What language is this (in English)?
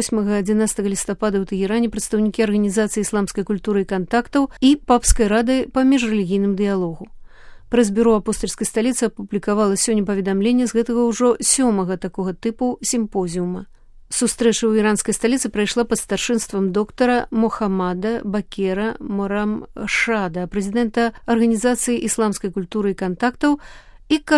Belarusian